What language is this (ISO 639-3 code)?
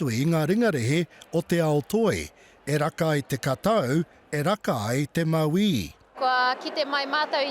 mri